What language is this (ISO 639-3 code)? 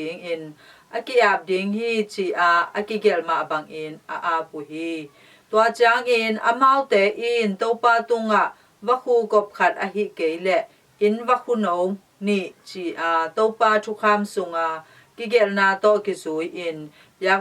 ctd